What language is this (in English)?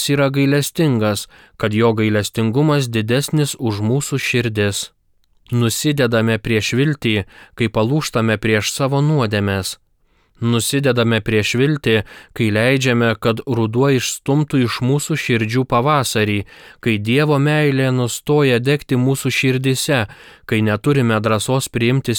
Lithuanian